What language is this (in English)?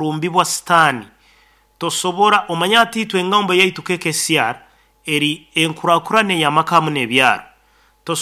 Nyankole